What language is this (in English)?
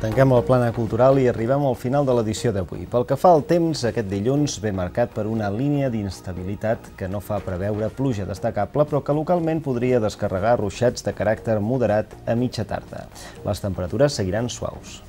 Catalan